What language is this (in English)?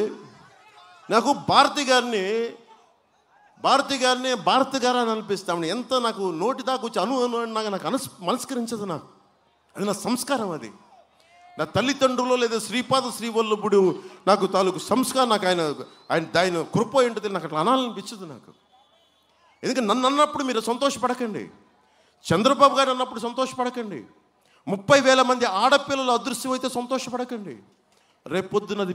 Telugu